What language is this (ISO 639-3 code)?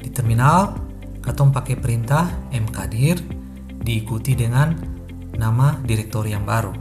abs